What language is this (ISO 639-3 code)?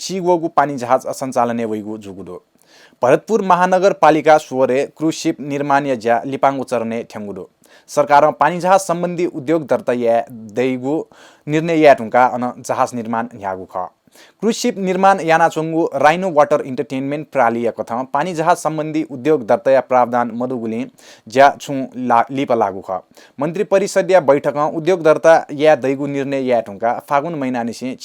new